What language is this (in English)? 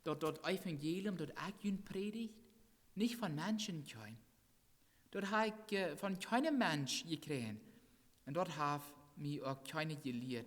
Plautdietsch